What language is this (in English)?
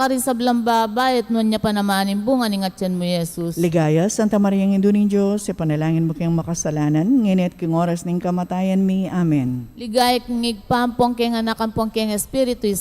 Pampanga